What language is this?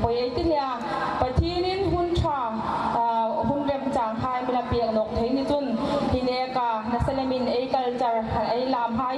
Hmar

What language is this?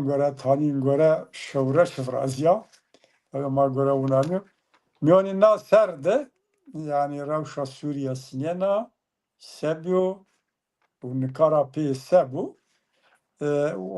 Zaza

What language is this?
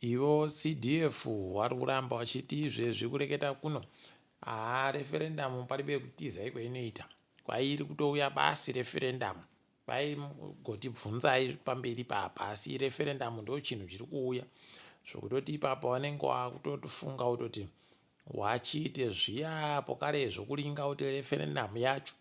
Ndau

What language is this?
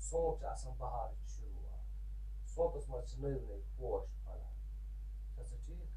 Kashmiri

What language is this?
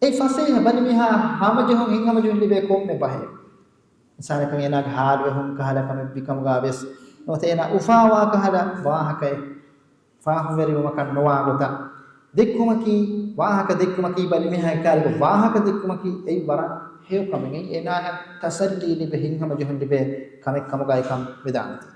Divehi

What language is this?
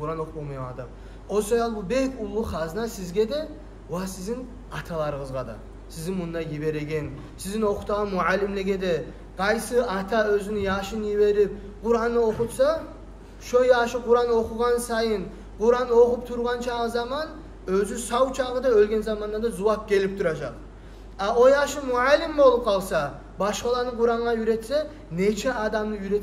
Kumyk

